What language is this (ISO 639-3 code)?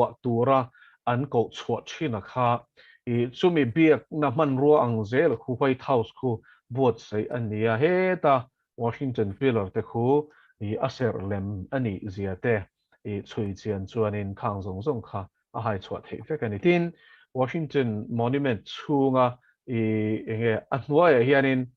lus